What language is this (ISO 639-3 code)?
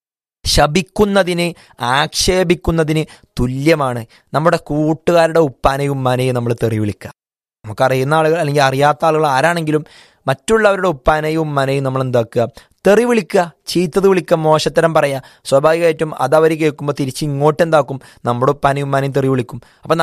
mal